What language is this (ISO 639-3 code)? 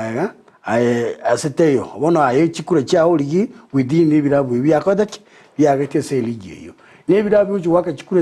guz